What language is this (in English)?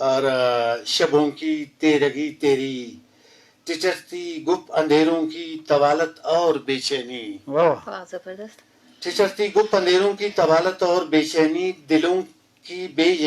Brahui